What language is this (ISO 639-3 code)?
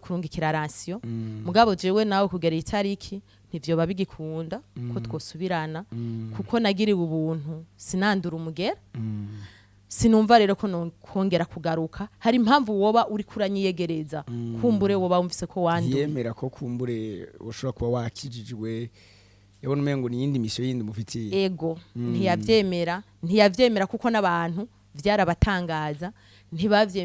run